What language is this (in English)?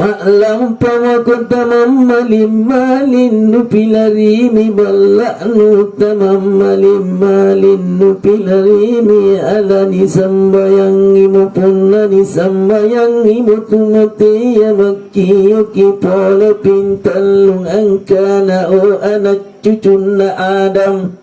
Makasar